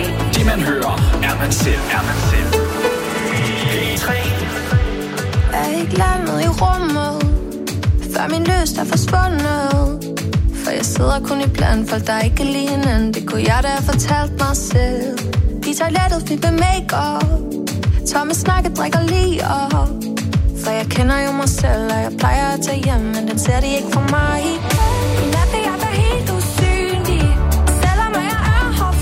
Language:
Danish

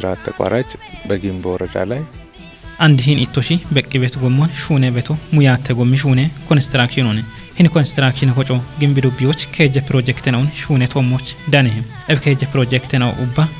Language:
Kafa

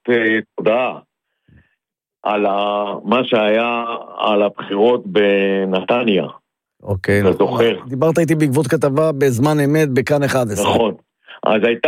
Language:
Hebrew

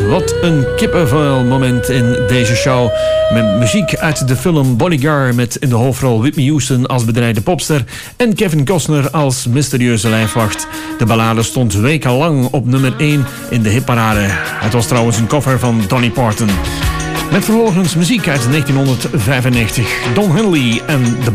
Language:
Dutch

